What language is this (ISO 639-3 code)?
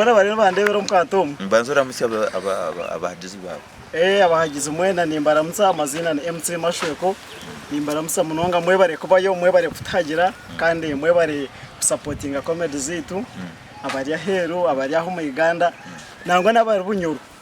nyn